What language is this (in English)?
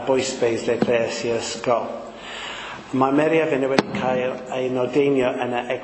Welsh